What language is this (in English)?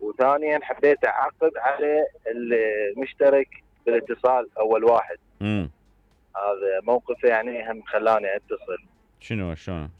Mesopotamian Arabic